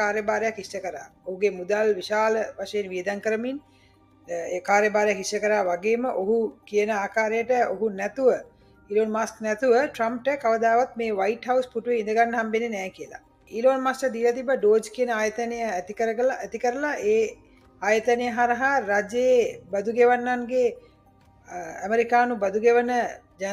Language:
Sinhala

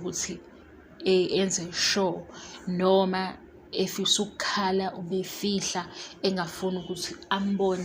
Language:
Zulu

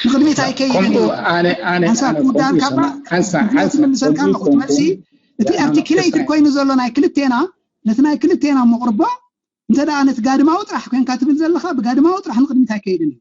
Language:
Tigrinya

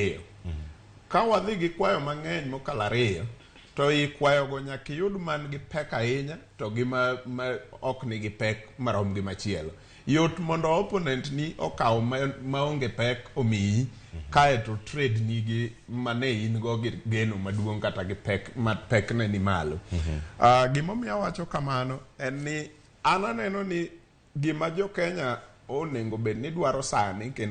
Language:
Luo (Kenya and Tanzania)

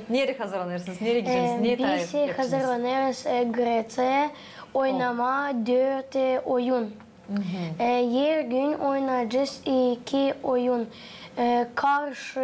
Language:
Gagauz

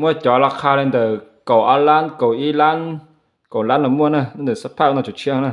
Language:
Hmong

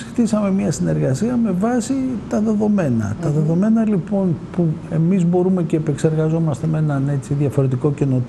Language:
Greek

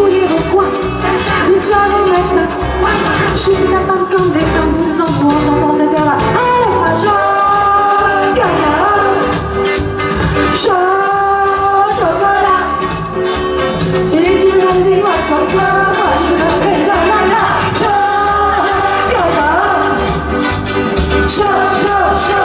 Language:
French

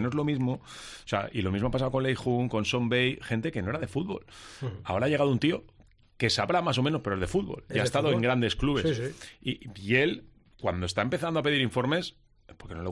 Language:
Spanish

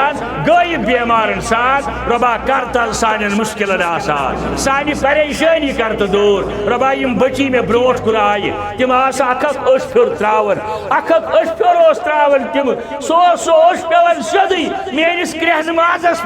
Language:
Kashmiri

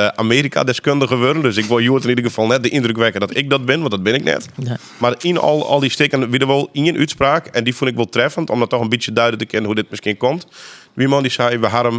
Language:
Western Frisian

